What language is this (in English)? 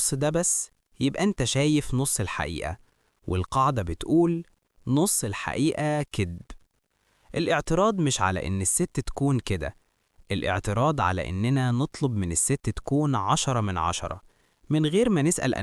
Egyptian Arabic